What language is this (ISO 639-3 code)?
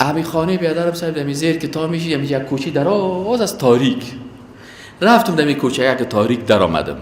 fas